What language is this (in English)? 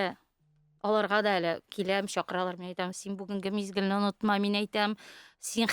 Tatar